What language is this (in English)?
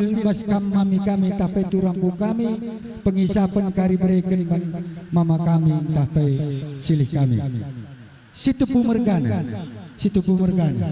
Batak Karo